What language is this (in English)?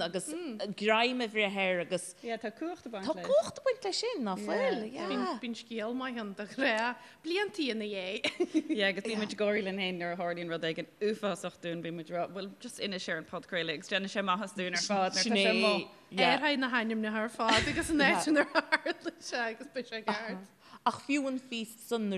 Irish